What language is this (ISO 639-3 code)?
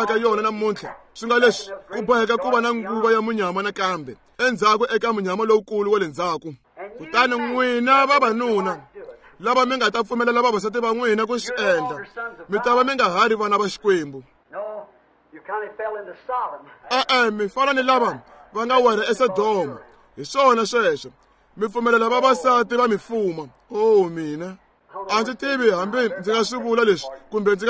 tso